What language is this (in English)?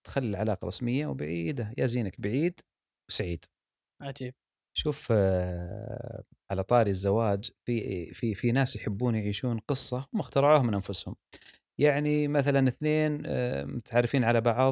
Gulf Arabic